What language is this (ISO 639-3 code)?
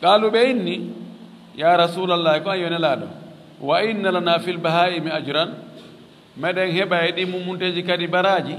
ful